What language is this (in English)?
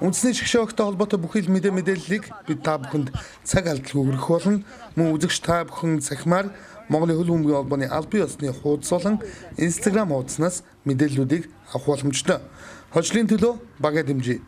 Mongolian